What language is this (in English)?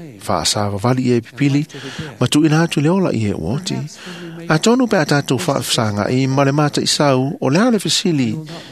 Samoan